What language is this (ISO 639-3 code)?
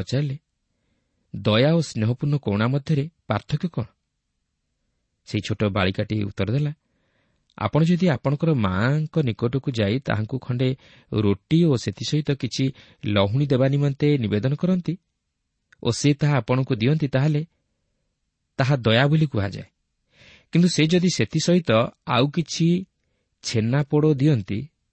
ori